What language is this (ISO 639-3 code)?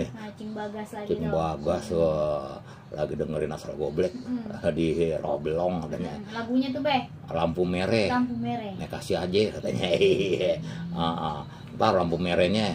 bew